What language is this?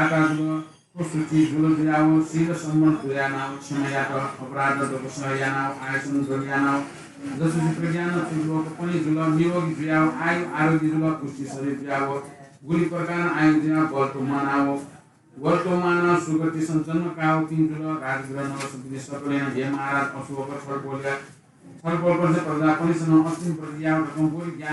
Newari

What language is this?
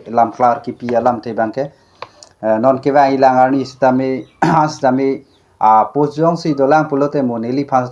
Karbi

